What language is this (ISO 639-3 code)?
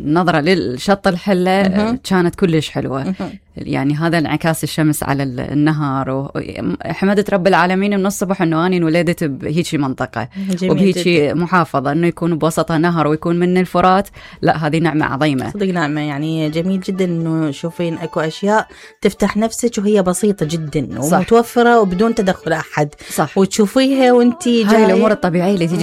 acm